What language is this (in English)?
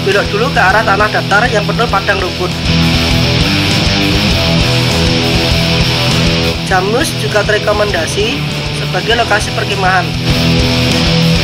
Indonesian